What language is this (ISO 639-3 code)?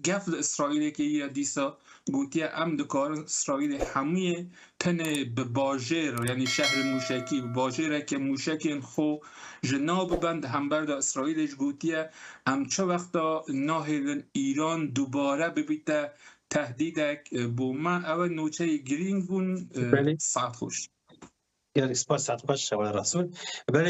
kur